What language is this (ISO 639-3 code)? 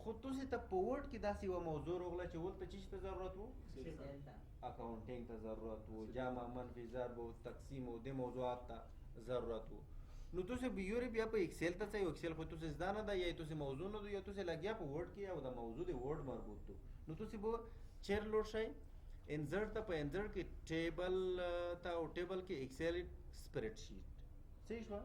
pus